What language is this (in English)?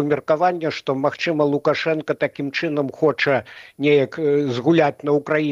Belarusian